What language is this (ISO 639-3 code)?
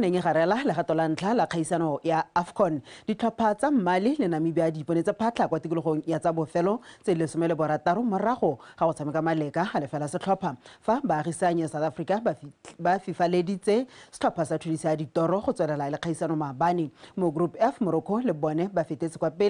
tsn